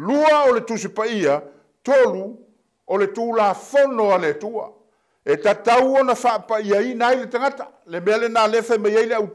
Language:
Samoan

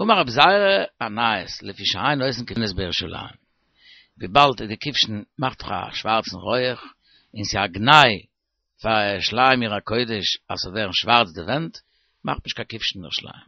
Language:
Yiddish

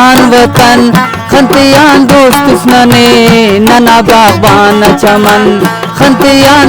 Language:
Brahui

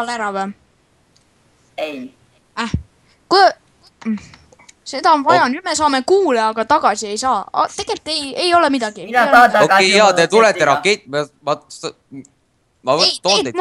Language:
Estonian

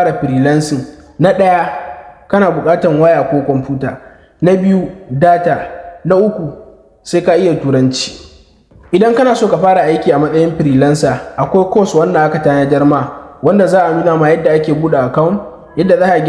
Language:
Hausa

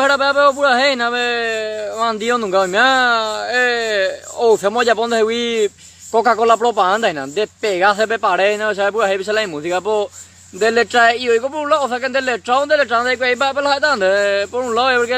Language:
Guarani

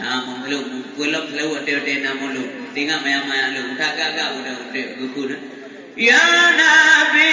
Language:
Achinese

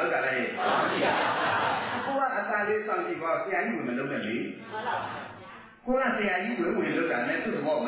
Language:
Burmese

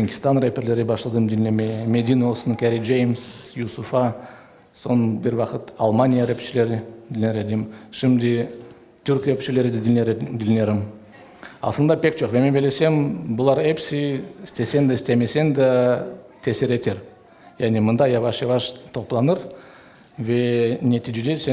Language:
Crimean Tatar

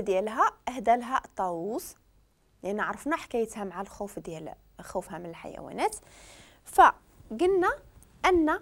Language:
Moroccan Arabic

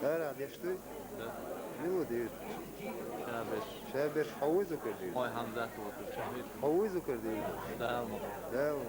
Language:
Chechen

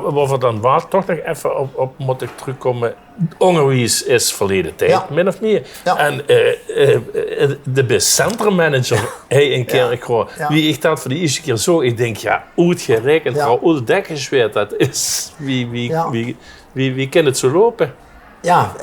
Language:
Limburgish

